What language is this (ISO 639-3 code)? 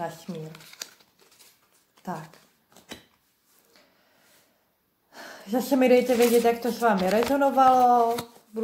ces